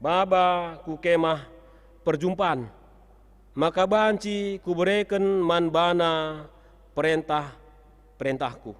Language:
Batak Karo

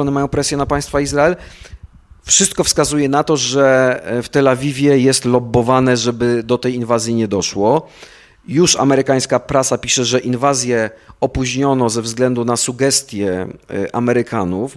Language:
Polish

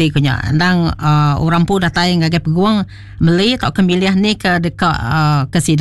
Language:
Iban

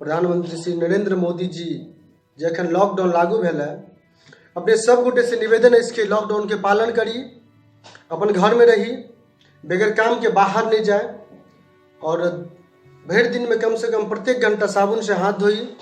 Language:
Maithili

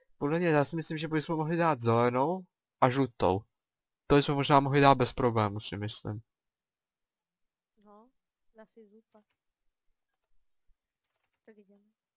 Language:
Czech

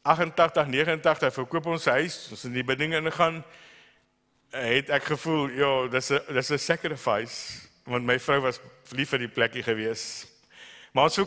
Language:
Afrikaans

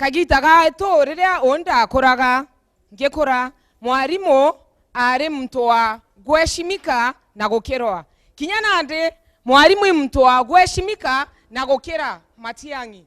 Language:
Meru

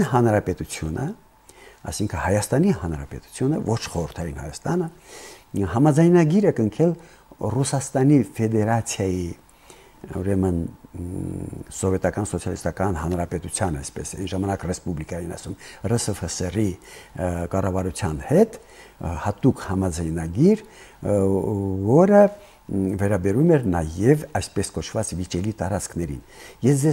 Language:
Armenian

